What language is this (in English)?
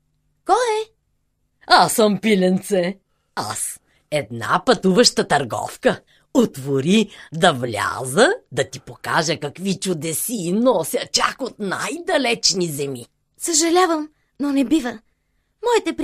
Bulgarian